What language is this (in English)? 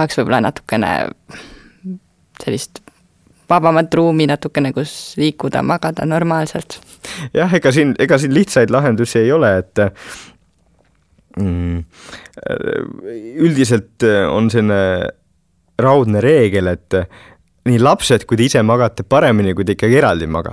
Estonian